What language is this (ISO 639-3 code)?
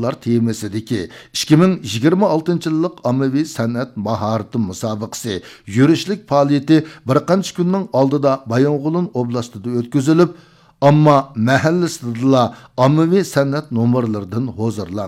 uig